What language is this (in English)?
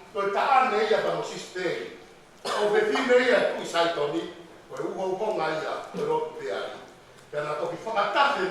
Tongan